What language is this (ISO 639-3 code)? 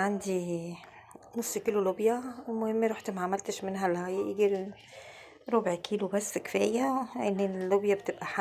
arz